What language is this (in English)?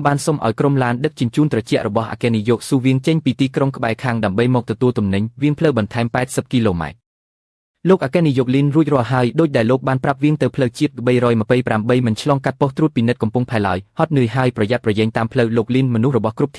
Khmer